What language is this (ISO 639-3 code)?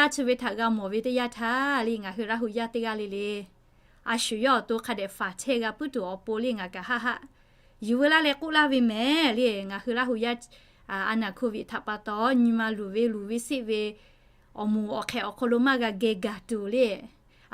lhu